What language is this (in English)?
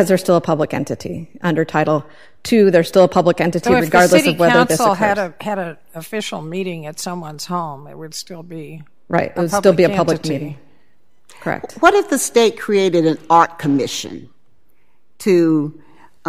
English